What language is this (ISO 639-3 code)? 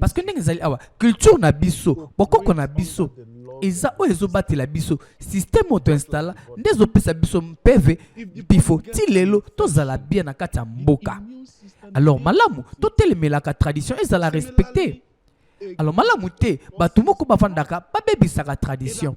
lin